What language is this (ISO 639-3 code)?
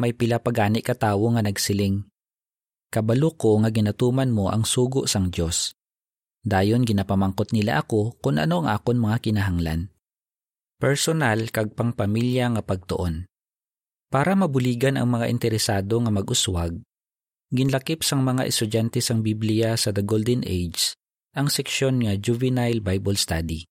hil